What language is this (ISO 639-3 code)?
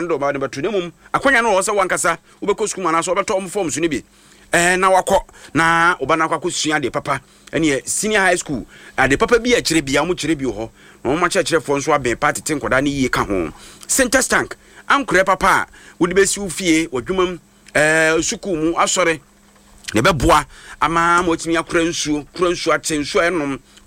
aka